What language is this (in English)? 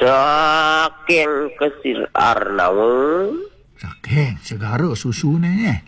Balinese